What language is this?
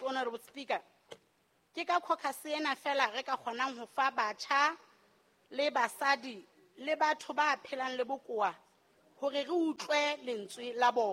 Southern Sotho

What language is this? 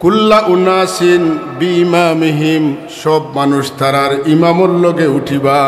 Sylheti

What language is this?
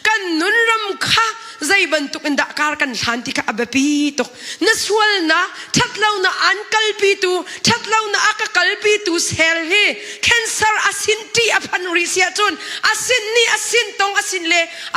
Hakha Chin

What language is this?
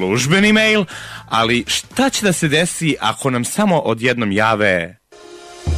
Serbian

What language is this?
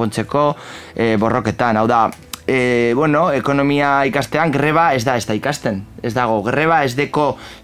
Basque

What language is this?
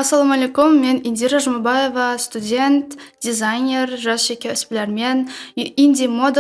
Kara-Kalpak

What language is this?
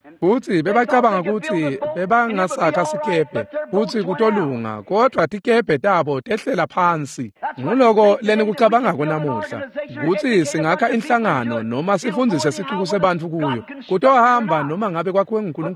Swati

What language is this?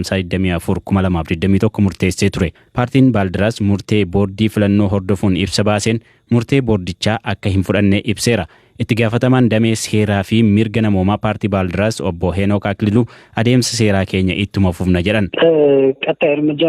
Oromo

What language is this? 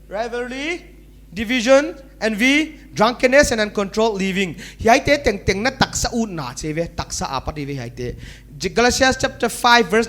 Paite Chin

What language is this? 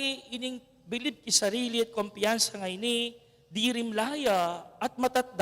Pampanga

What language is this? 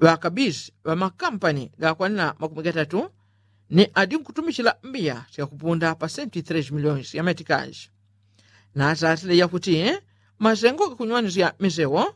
Yao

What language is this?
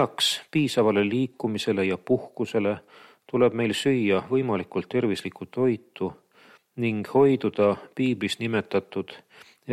Estonian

